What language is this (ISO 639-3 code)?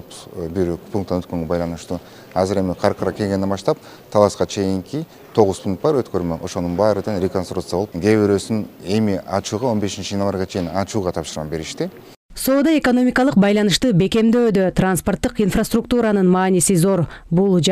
kir